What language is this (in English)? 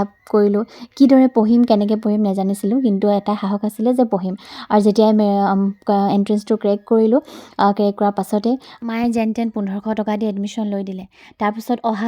Assamese